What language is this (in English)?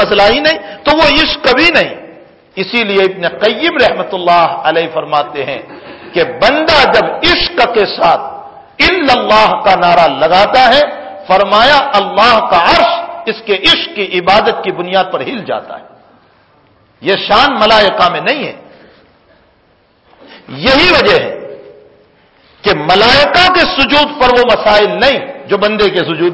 Urdu